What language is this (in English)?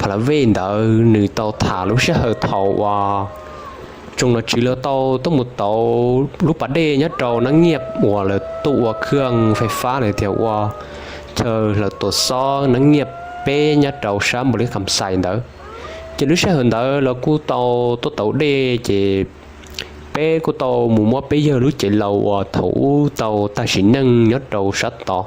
Hmong